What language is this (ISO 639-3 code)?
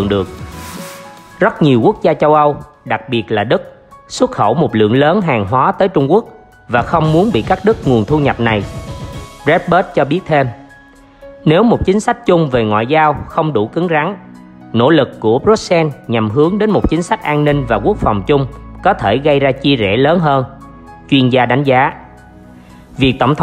vie